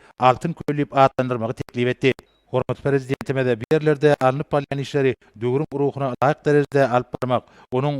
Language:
Turkmen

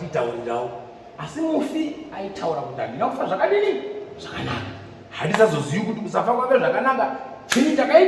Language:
Shona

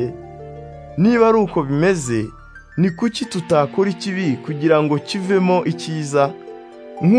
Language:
Kinyarwanda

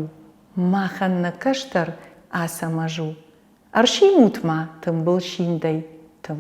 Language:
Ossetic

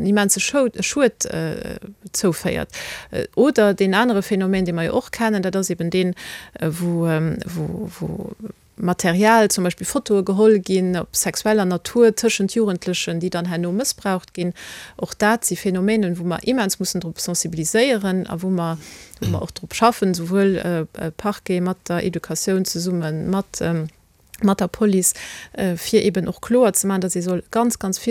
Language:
Luxembourgish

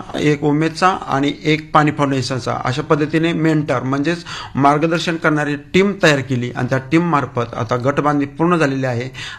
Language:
Marathi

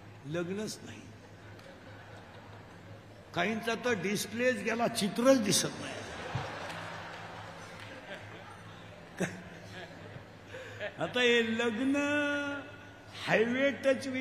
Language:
Marathi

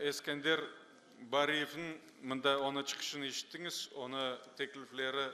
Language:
Crimean Tatar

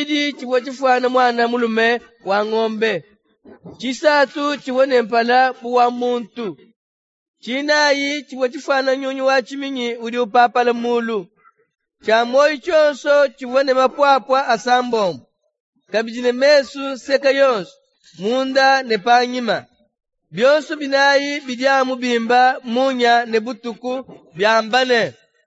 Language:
Luba-Lulua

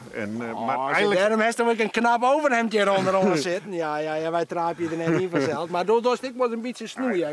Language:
Western Frisian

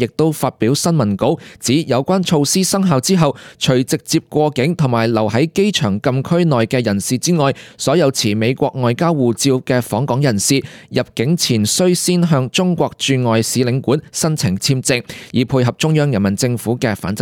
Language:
Cantonese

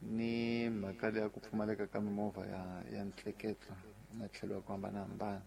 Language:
Tsonga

